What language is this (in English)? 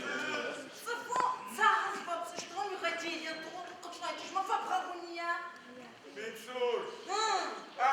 Adyghe